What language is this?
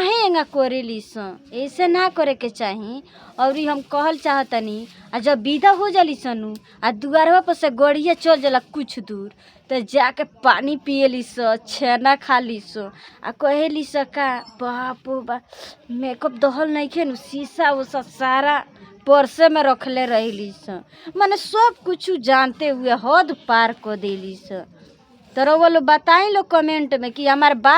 Bhojpuri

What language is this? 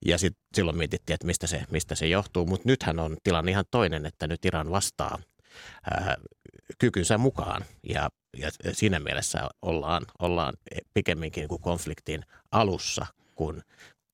Finnish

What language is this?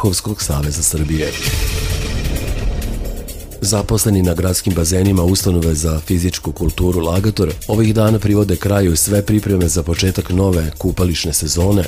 Serbian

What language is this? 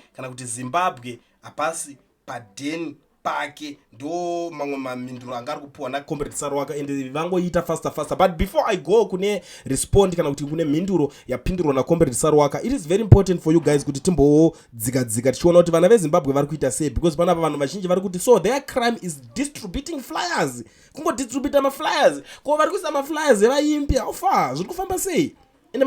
Shona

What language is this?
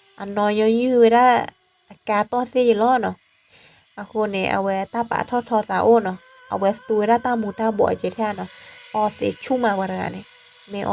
S'gaw Karen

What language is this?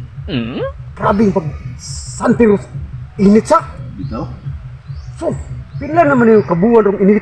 Cebuano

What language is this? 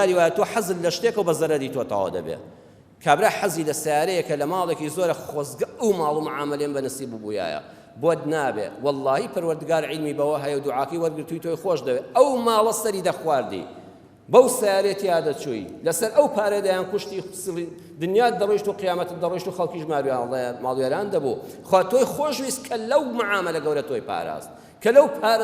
Central Kurdish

